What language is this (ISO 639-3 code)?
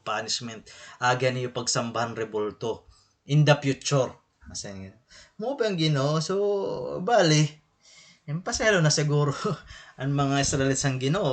war